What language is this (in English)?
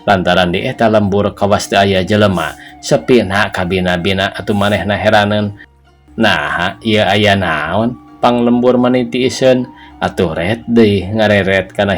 Sundanese